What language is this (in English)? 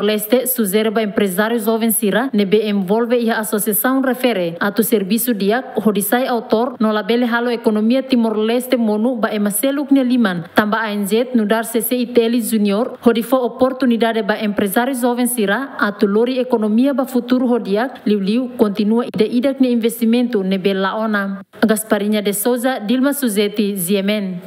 Tetum